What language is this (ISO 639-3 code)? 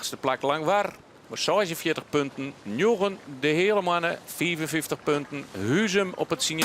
fry